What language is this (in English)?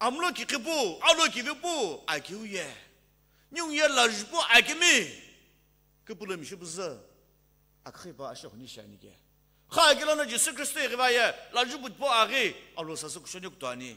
Sumi Naga